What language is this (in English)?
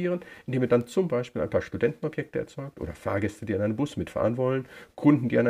German